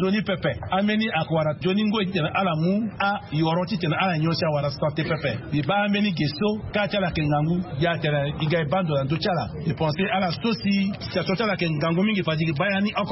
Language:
Sango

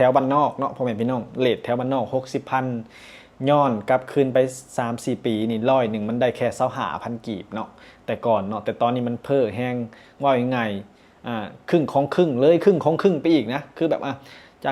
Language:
Lao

